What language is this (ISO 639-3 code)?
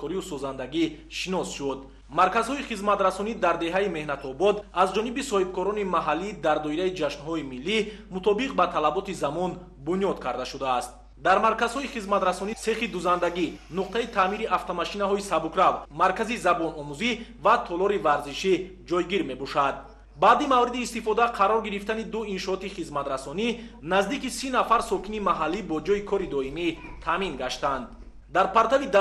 tgk